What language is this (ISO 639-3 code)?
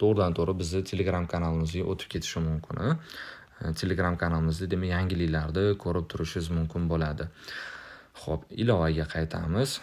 uzb